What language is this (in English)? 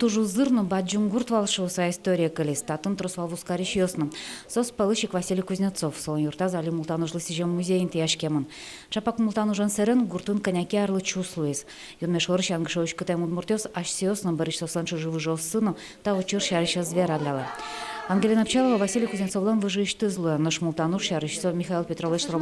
Udmurt